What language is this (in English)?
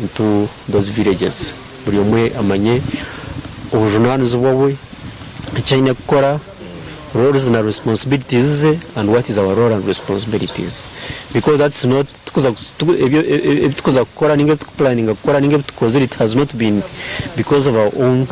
Nyankole